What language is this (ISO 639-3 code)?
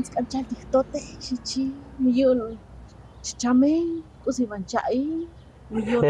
tzo